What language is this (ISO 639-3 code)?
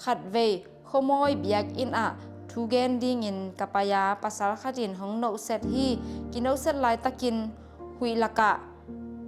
ctd